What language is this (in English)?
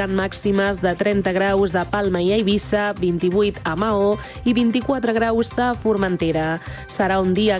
Catalan